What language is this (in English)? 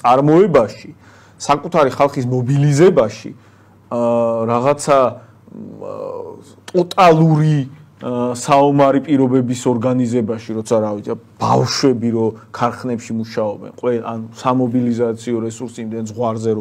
Georgian